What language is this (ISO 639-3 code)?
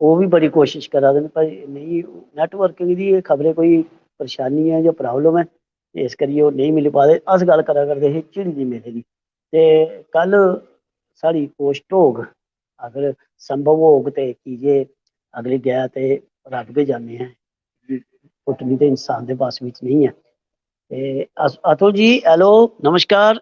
doi